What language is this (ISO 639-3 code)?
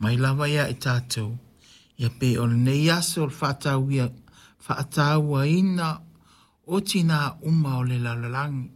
smo